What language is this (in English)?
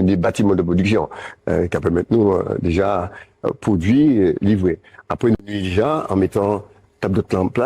Guadeloupean Creole French